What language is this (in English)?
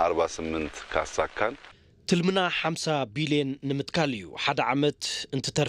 Tigrinya